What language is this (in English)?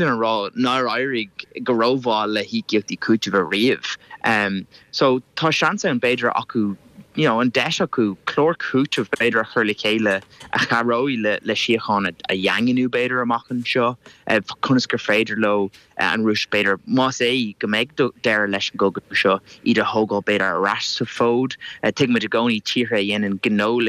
Irish